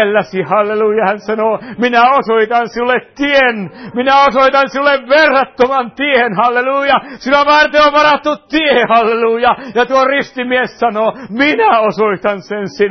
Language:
Finnish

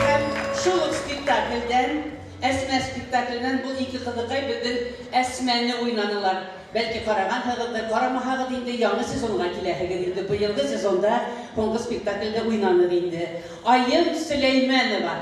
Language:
Bashkir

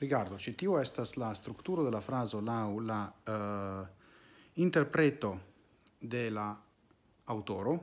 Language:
Esperanto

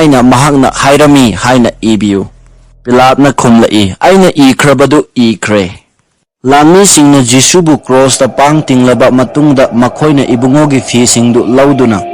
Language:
Manipuri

